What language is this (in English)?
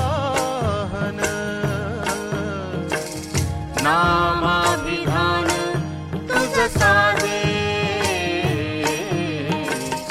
Marathi